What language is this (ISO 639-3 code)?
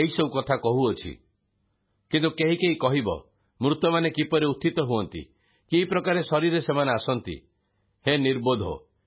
ori